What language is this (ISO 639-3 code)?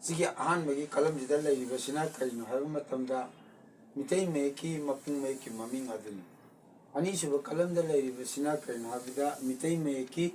mni